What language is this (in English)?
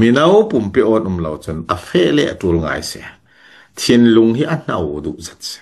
Falam Chin